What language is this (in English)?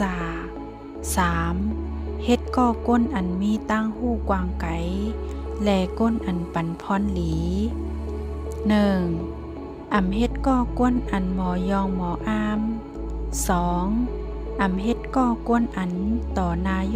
Shan